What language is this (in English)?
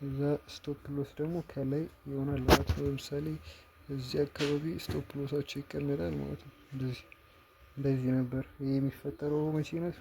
Amharic